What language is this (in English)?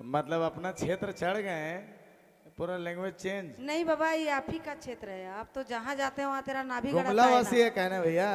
Sadri